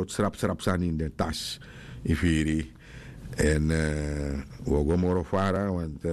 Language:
Sranan Tongo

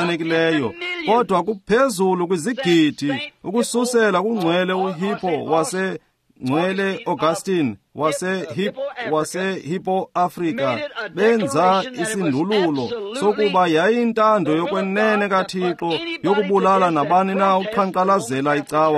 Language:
Xhosa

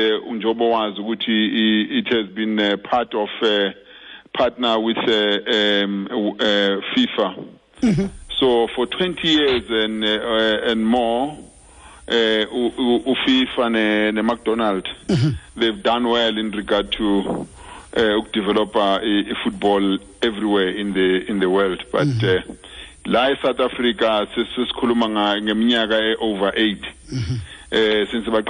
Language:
Xhosa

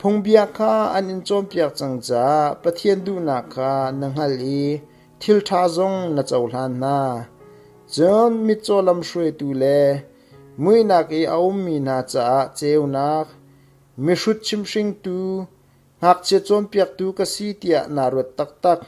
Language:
Hakha Chin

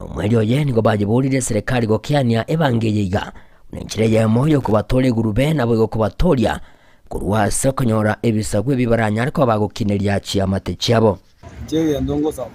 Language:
Gusii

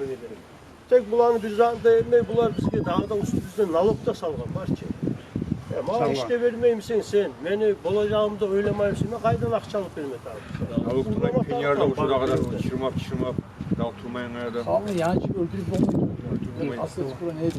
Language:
Kumyk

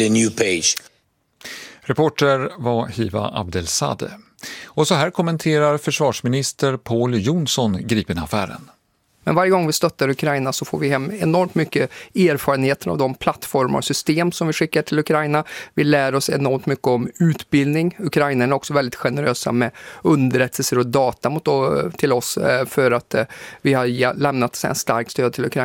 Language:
Swedish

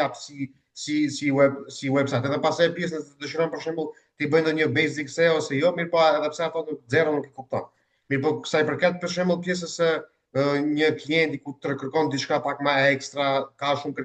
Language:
Albanian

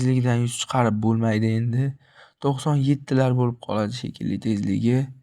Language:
Uzbek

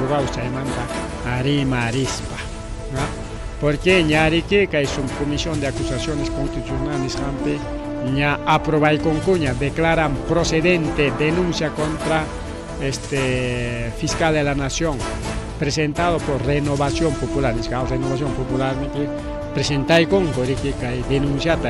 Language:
Ayacucho Quechua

